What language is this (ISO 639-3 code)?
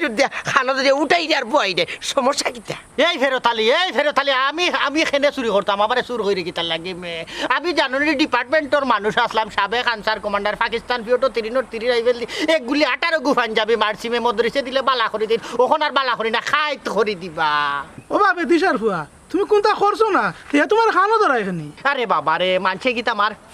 syl